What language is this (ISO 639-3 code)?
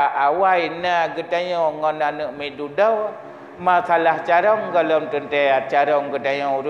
ace